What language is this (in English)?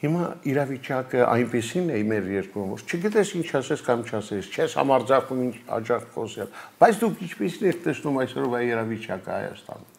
Armenian